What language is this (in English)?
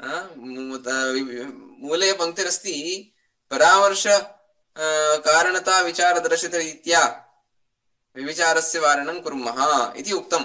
Sanskrit